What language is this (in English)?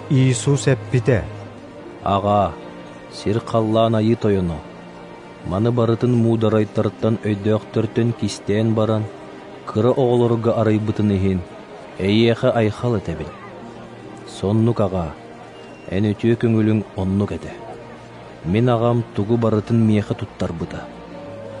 Yakut